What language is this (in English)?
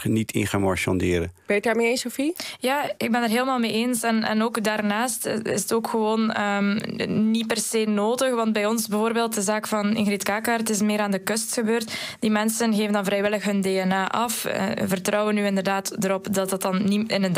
Dutch